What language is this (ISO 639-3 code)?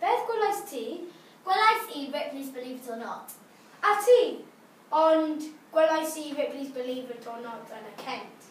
cym